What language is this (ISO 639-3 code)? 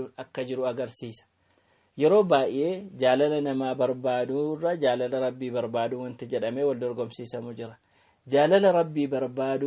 orm